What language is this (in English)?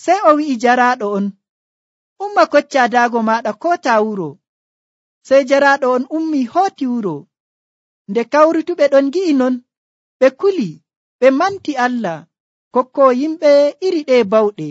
Nigerian Fulfulde